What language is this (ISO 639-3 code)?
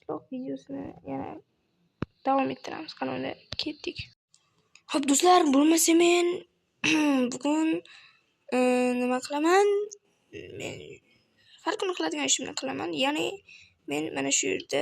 uzb